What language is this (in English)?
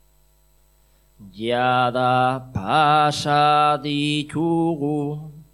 Basque